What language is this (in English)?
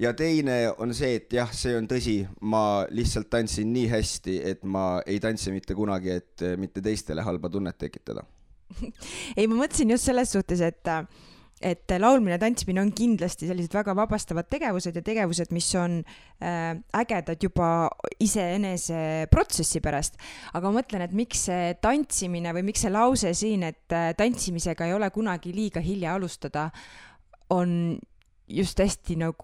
Estonian